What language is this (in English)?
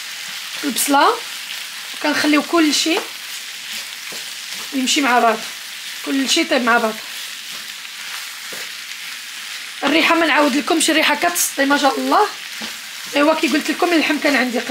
Moroccan Arabic